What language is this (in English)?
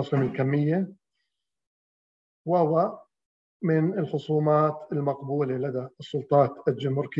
Arabic